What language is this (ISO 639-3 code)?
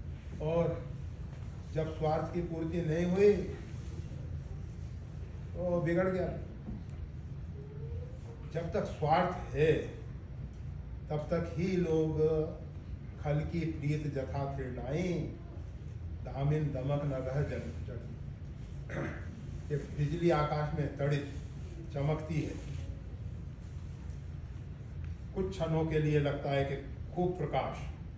hin